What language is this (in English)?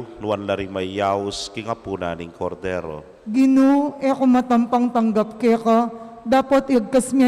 Pampanga